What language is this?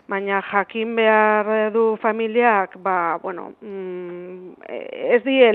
Basque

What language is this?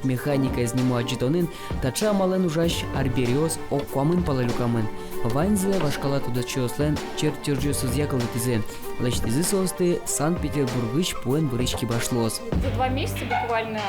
Udmurt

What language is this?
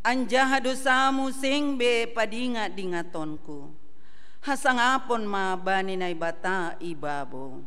Batak Simalungun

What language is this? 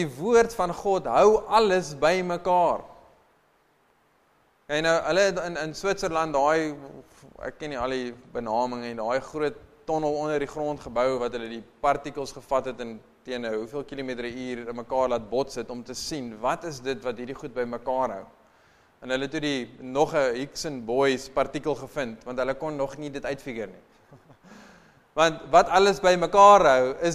Afrikaans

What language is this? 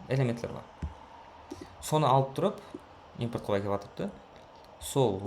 Kara-Kalpak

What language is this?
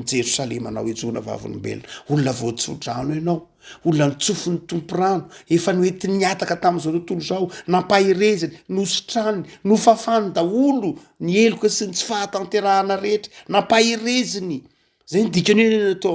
Malagasy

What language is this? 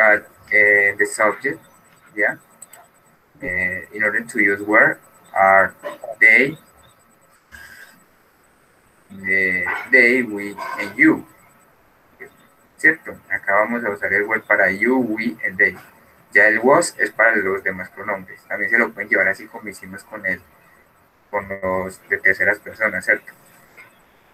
Spanish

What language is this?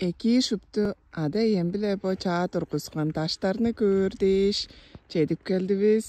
Tuvinian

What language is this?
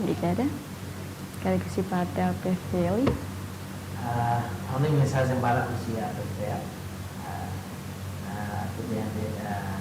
Tetum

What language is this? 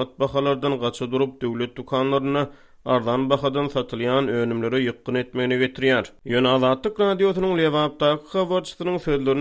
Turkmen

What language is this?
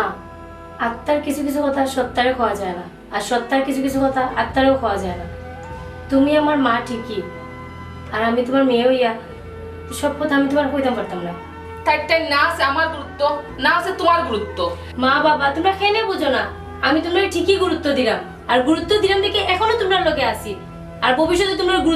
Sylheti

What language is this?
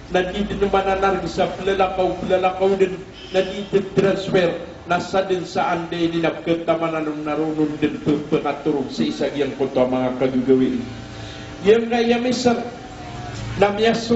Maranao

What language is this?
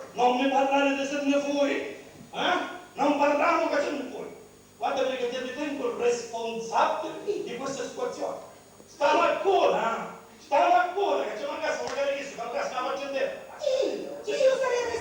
Sicilian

